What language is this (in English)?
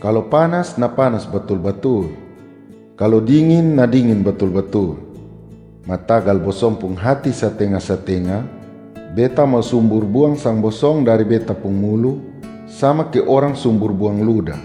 Kupang Malay